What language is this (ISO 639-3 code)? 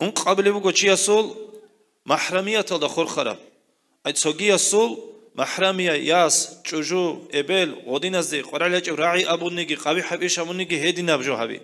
ava